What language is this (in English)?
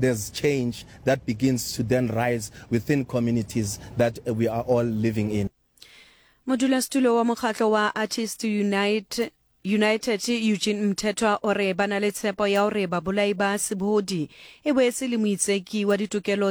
Southern Sotho